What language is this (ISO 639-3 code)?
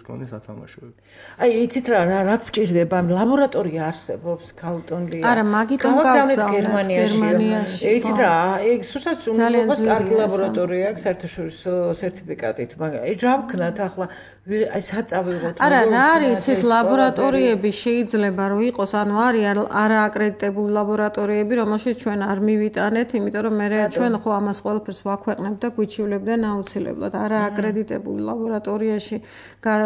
kat